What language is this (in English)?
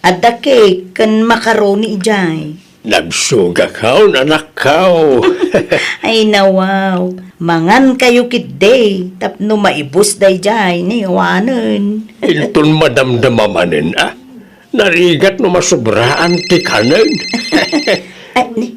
Iloko